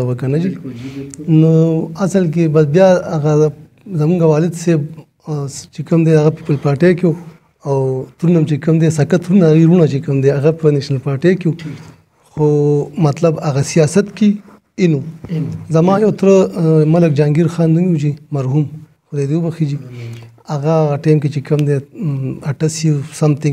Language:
Pashto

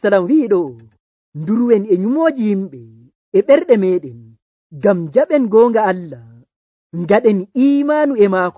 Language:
Nigerian Fulfulde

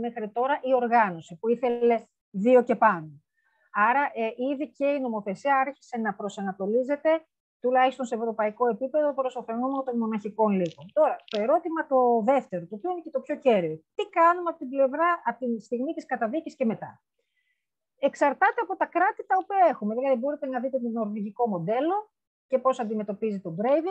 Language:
Greek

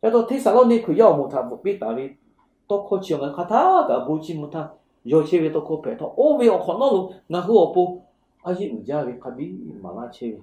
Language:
Lahu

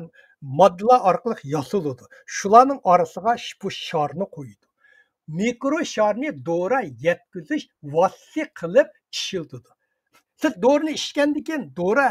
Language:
Uyghur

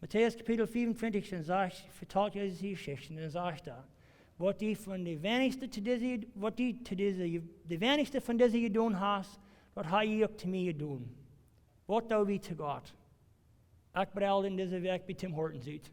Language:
Plautdietsch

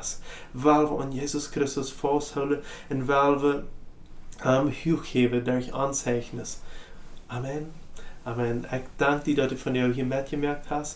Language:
Plautdietsch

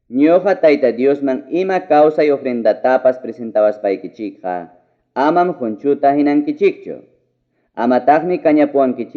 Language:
Ayacucho Quechua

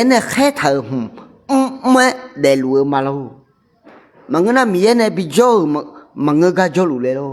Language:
Akha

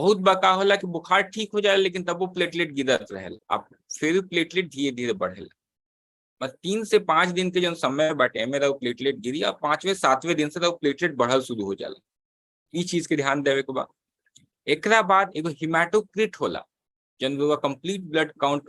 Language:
Bhojpuri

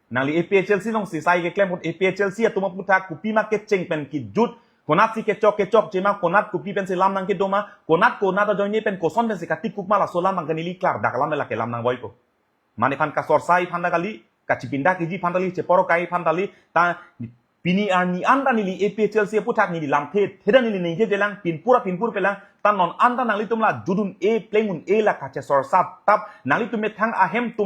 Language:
Karbi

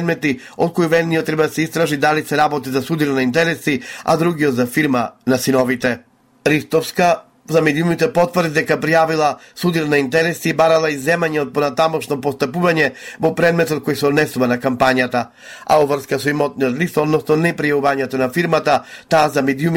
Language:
Macedonian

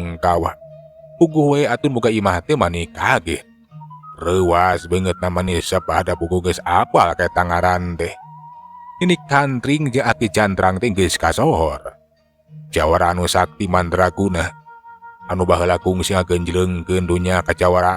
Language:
Sundanese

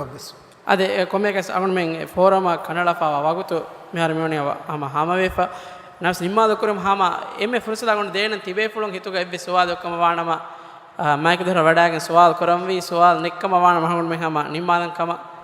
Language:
Divehi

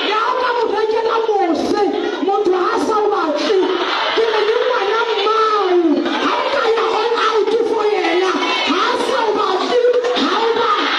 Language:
Southern Sotho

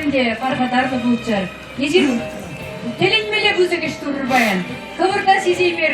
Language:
Chuvash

